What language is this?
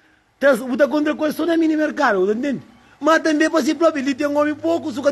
Kabuverdianu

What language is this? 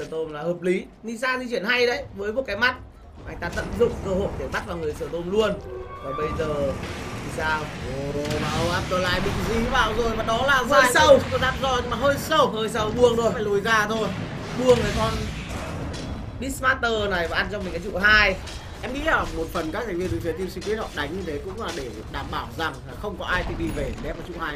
Vietnamese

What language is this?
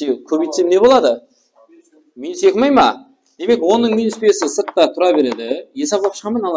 Kara-Kalpak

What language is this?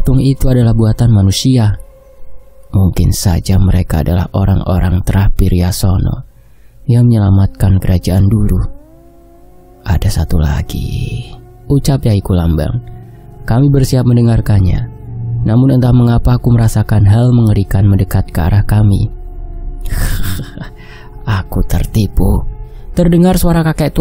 Indonesian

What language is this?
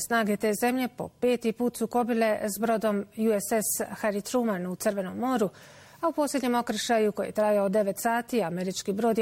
Bosnian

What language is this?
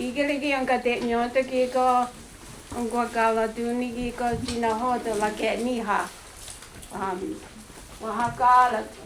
Mohawk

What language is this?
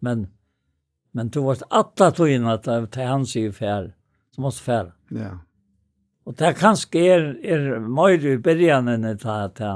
Faroese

